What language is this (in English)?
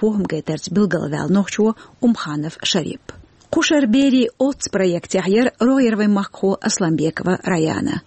Chechen